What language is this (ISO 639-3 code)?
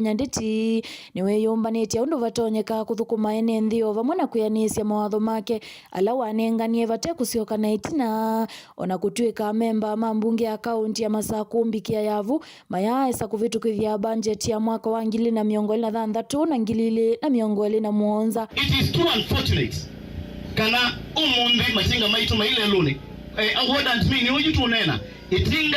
kam